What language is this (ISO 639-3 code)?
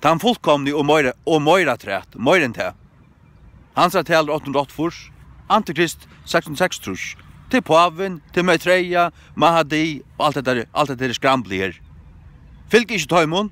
fao